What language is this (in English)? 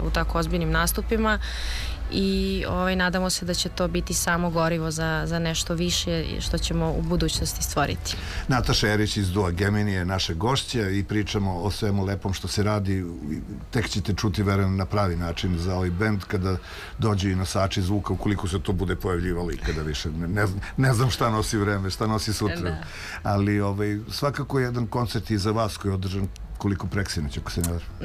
Serbian